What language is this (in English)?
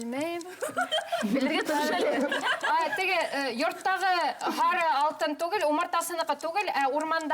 Bashkir